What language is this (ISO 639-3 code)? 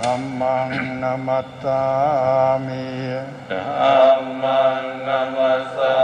pli